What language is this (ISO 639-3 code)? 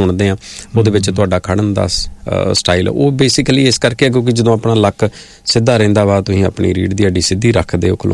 pan